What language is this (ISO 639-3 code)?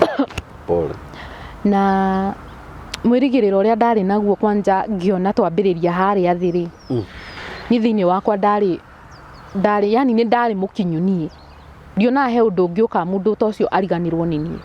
kik